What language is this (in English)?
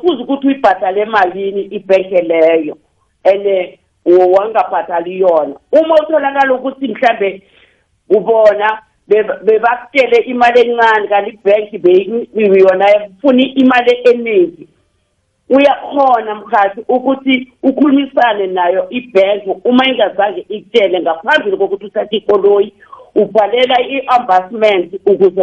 South Ndebele